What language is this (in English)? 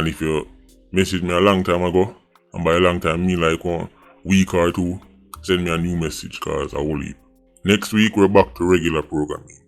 Jamaican Creole English